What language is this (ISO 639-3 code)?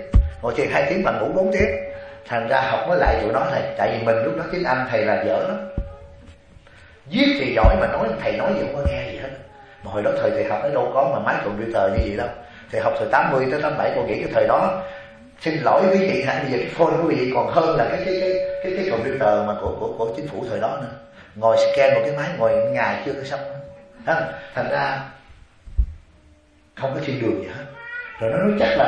vie